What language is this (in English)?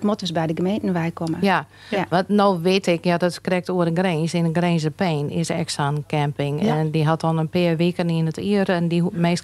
Western Frisian